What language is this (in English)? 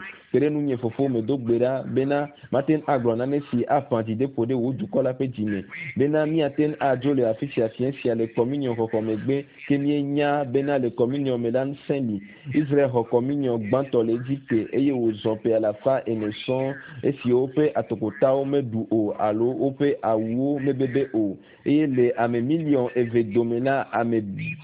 Ewe